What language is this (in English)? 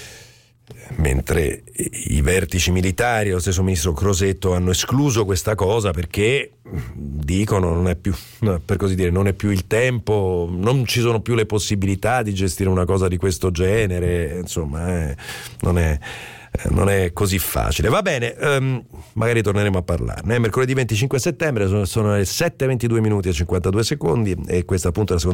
Italian